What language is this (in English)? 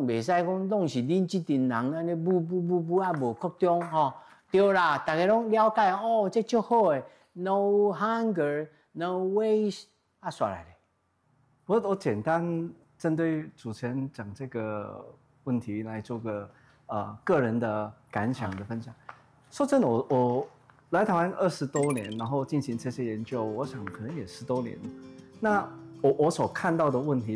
Min Nan Chinese